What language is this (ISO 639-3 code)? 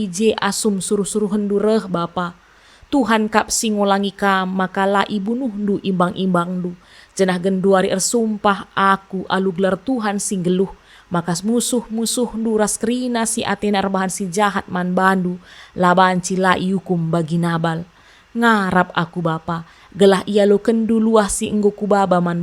btx